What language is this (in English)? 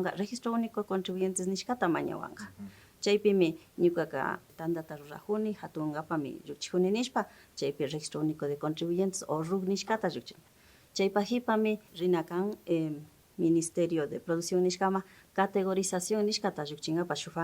Imbabura Highland Quichua